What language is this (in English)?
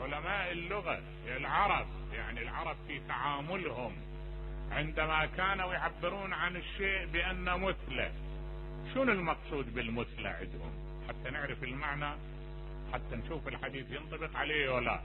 Mesopotamian Arabic